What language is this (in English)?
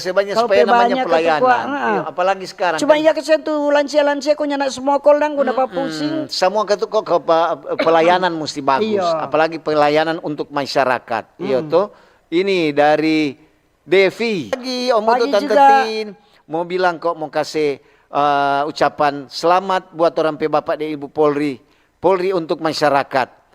Manado Malay